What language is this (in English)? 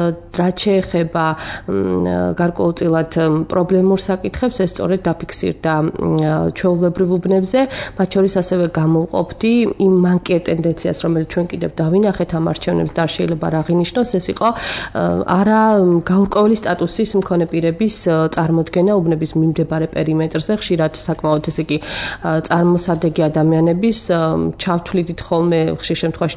Georgian